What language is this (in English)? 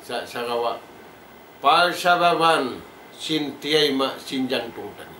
Tausug